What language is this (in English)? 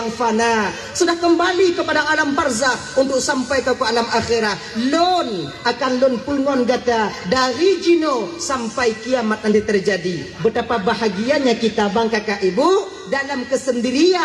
Achinese